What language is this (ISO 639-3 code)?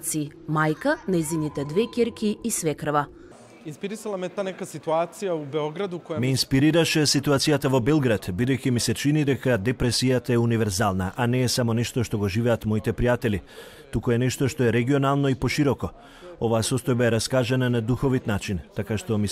mkd